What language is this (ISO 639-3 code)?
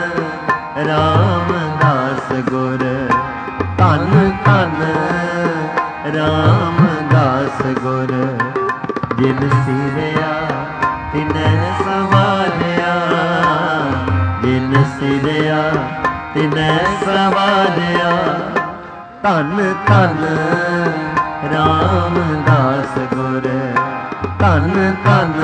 pan